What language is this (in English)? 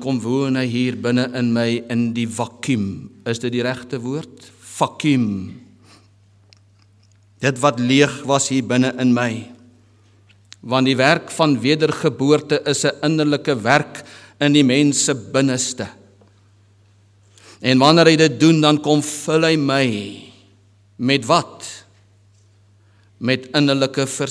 Afrikaans